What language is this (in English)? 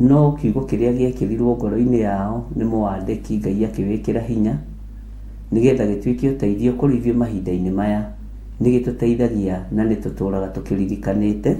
Kikuyu